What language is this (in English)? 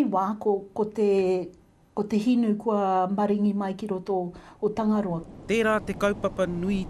Māori